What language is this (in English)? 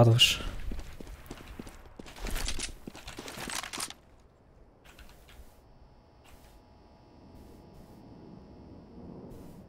German